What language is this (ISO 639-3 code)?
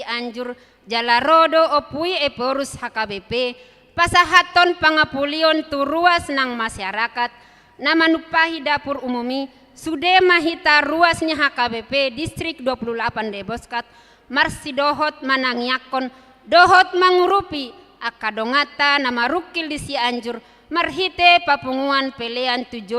bbc